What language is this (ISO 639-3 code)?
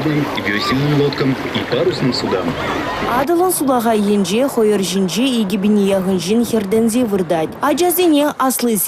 chv